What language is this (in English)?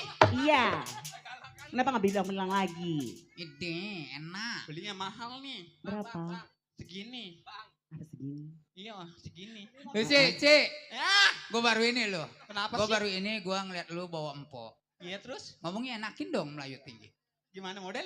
Betawi